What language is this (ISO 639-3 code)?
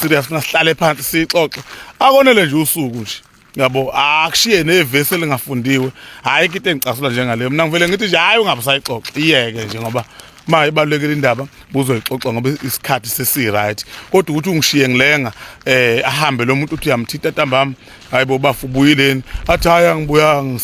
zul